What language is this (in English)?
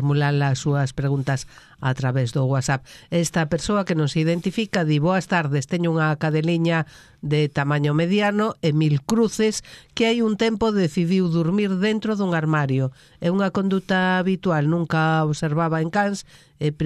Galician